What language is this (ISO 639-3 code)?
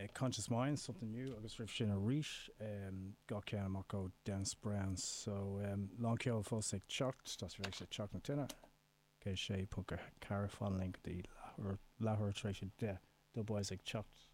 gle